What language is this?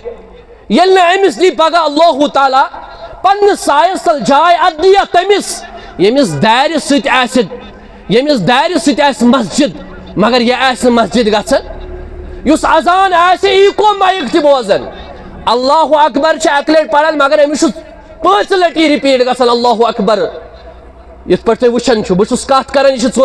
Kashmiri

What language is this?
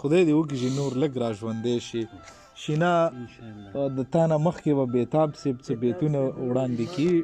Pashto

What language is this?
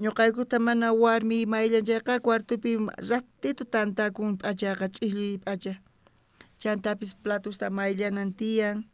South Bolivian Quechua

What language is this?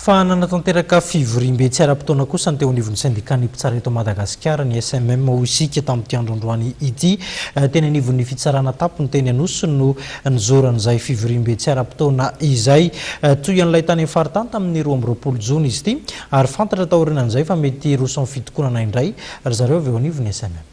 Malagasy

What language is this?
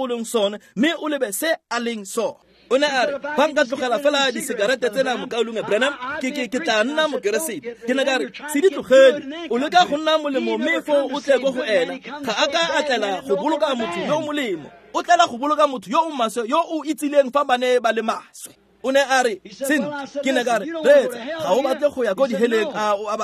Tswana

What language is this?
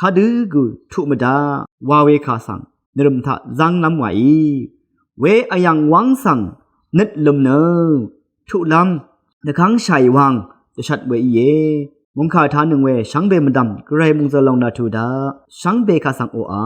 Rawang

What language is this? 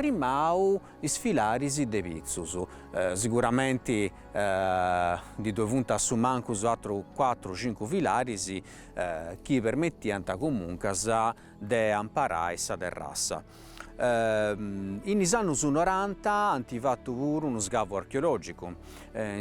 Sardinian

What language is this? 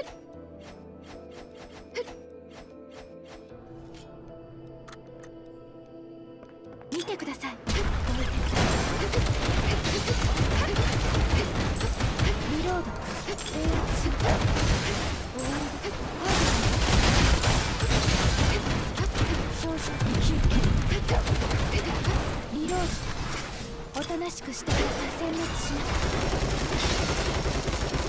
Japanese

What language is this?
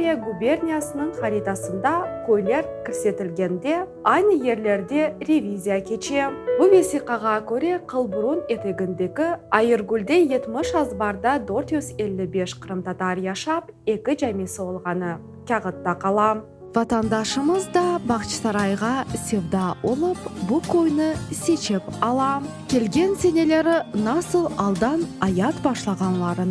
Crimean Tatar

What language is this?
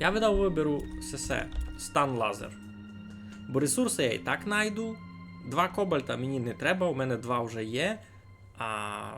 Rusyn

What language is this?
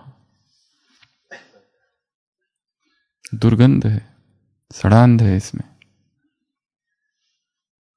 Hindi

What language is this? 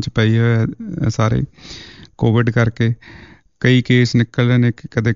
Punjabi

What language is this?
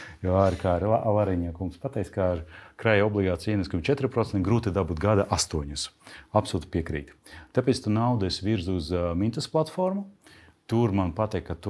Latvian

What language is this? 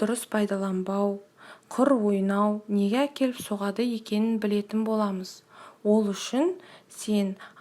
Kazakh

